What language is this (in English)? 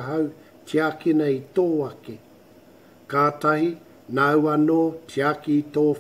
Māori